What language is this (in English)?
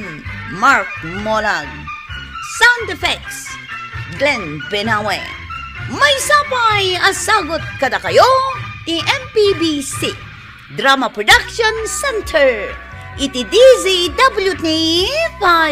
Iloko